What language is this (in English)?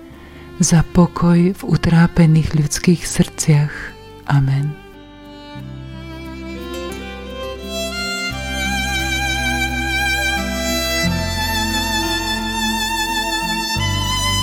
Slovak